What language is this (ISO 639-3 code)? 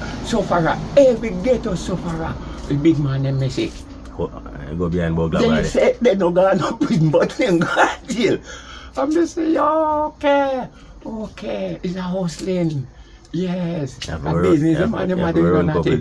jam